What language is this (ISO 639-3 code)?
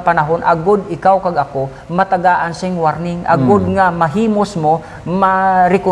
hil